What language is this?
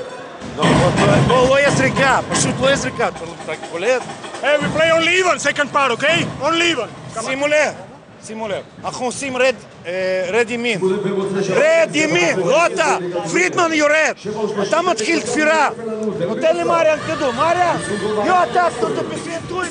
Hebrew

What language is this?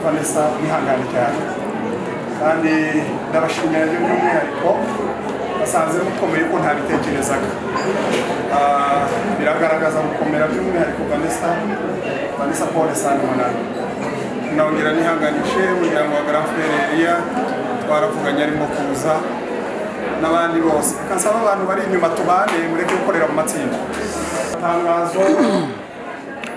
Kinyarwanda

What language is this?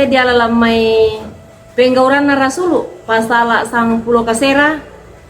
Toraja-Sa'dan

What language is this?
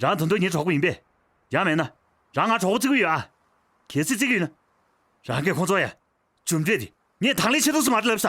Tibetan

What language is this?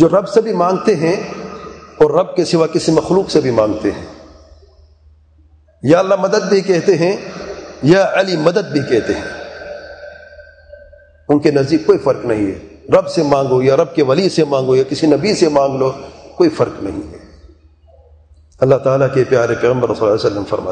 Urdu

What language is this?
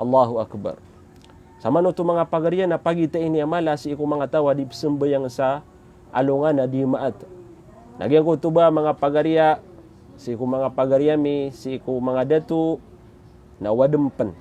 Maranao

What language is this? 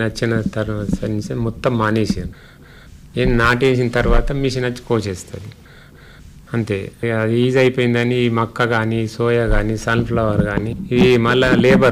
Telugu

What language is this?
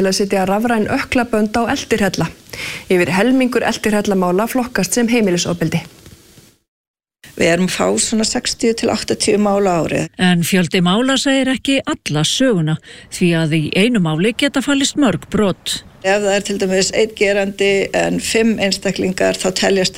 Icelandic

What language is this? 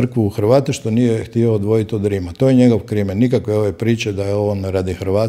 Croatian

